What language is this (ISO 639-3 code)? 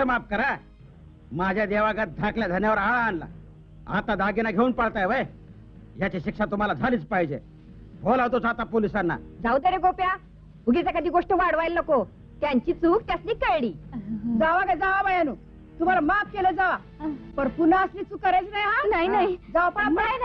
mar